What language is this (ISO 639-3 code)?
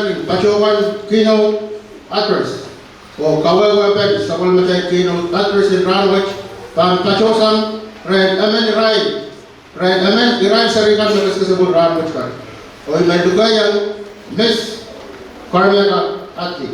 pon